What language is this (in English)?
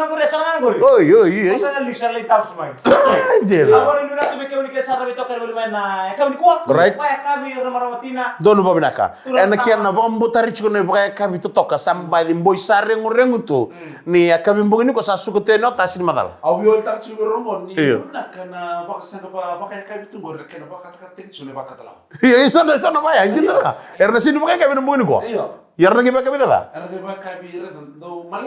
Fijian